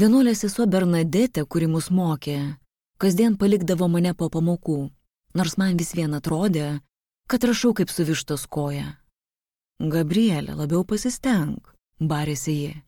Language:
Lithuanian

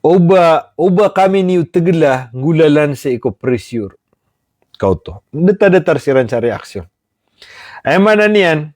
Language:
Maranao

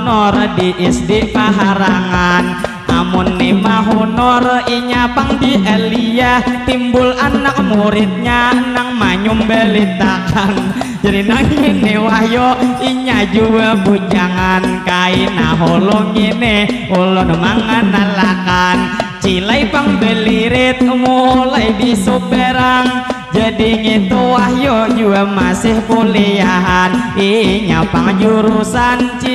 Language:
Banjar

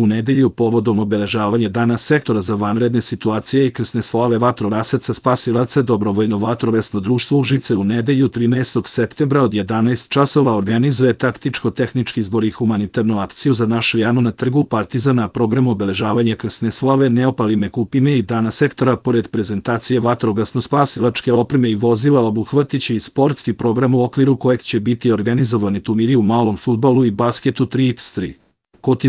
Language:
Serbian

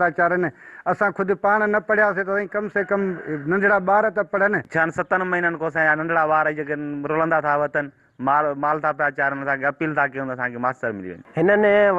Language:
Sindhi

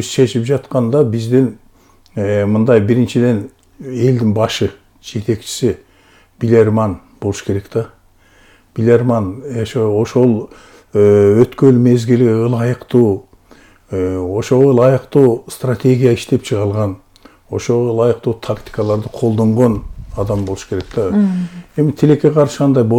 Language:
Kyrgyz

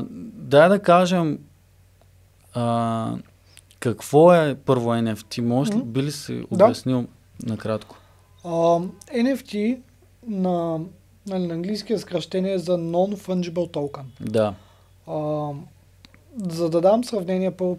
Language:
Bulgarian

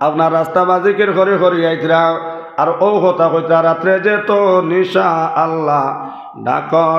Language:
Sylheti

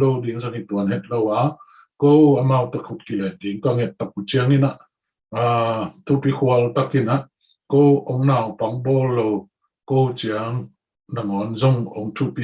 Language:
Tedim Chin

